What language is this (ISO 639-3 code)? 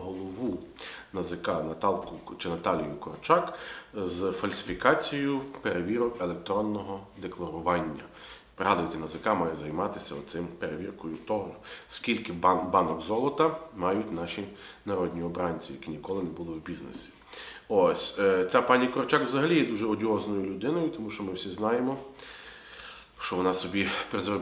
ukr